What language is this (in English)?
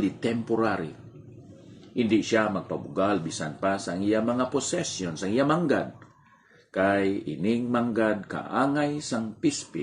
Hiligaynon